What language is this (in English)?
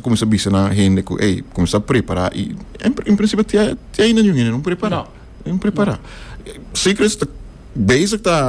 Papiamento